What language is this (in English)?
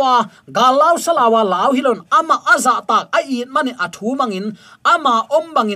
Tedim Chin